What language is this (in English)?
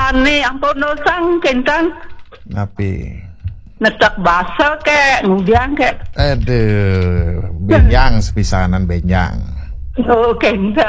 Balinese